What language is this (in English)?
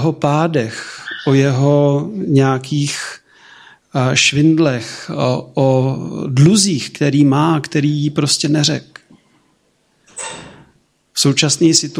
Czech